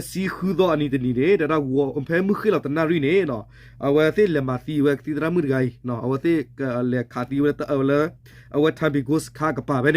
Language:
S'gaw Karen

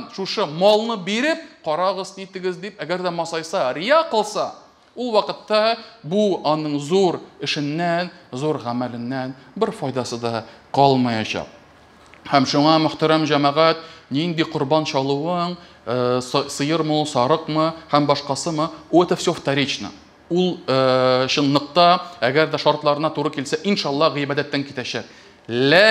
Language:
Tatar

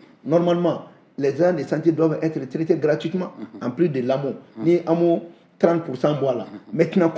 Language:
Bambara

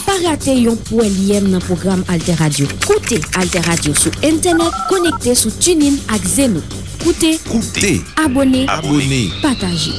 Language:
Haitian Creole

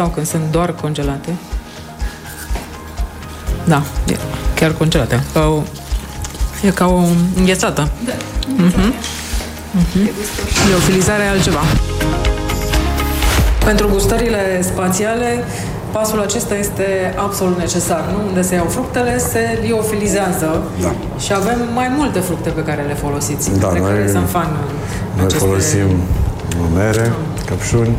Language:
Romanian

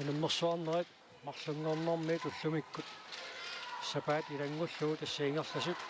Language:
Kalaallisut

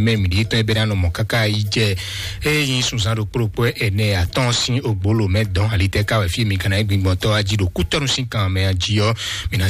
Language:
Fon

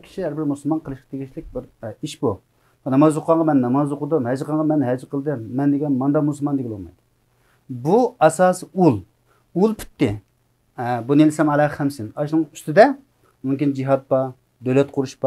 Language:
Uyghur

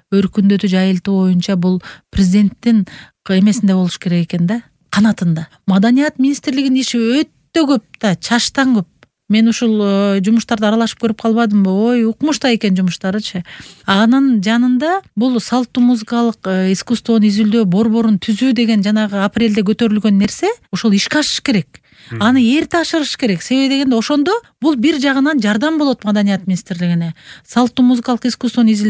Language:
Kyrgyz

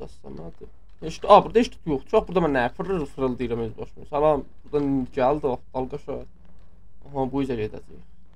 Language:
South Azerbaijani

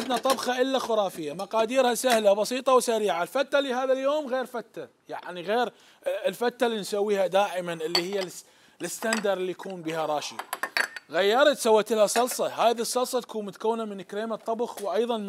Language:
Mesopotamian Arabic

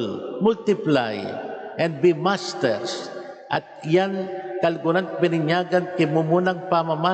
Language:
Pampanga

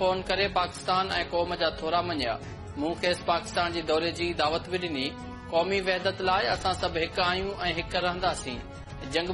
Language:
Sindhi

